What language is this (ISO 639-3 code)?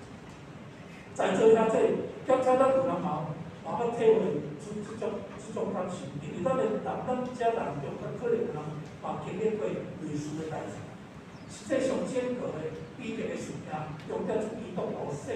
nan